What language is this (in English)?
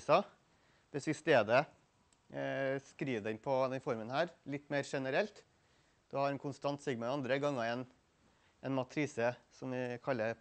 Norwegian